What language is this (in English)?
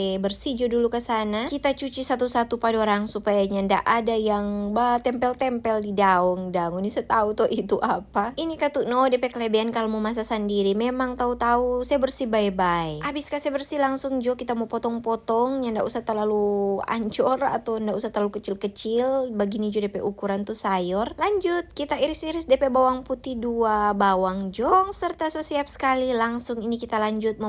Manado Malay